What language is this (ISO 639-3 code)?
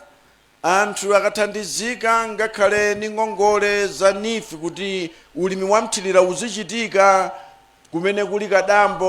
nya